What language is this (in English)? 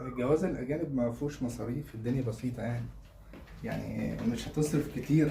Egyptian Arabic